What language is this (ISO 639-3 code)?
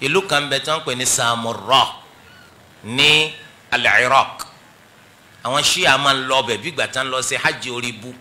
yor